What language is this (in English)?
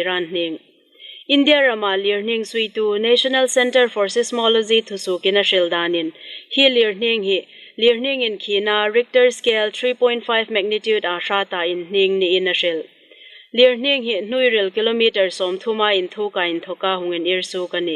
Hmar